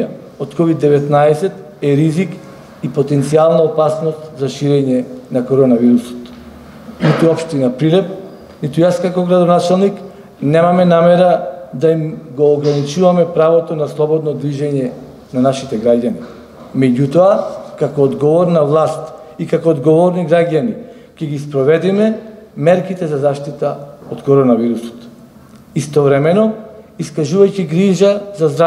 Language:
Macedonian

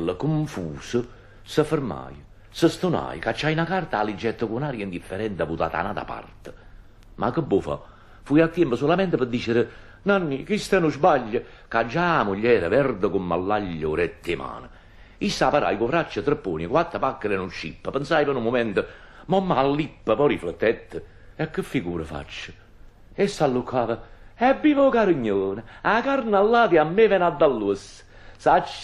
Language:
Neapolitan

